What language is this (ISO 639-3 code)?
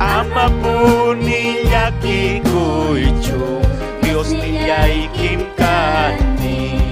quy